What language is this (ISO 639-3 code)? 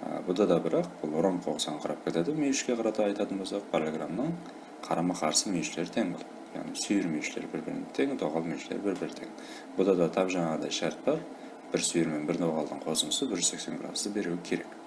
kaa